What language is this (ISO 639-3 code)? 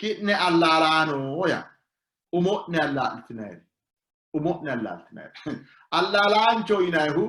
sid